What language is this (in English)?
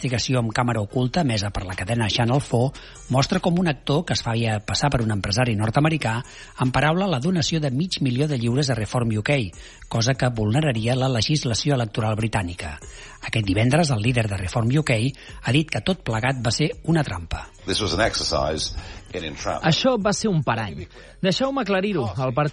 Catalan